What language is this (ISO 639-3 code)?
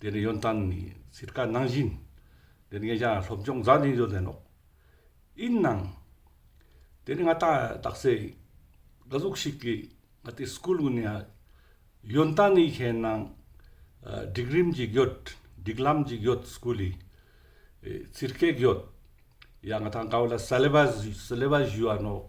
lbj